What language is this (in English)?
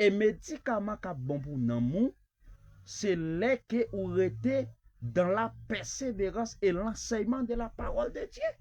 Haitian Creole